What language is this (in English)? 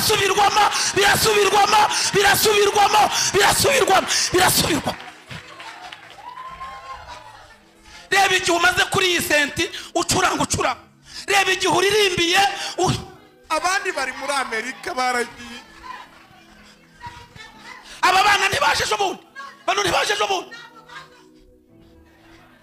Kinyarwanda